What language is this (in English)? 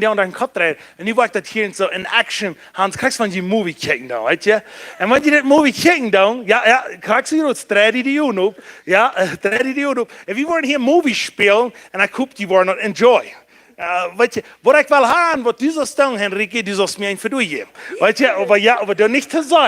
Plautdietsch